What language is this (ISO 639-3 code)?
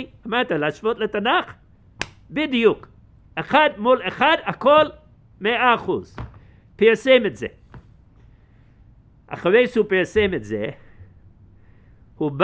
heb